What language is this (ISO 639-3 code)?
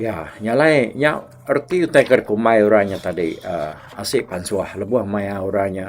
iba